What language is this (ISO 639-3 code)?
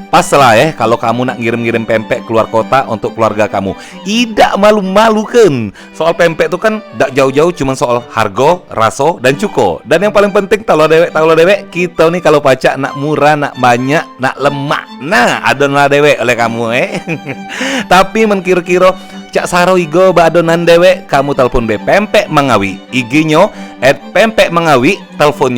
mui